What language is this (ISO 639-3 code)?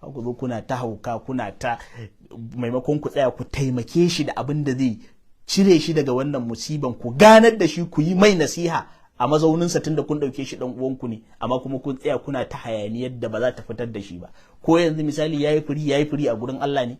hau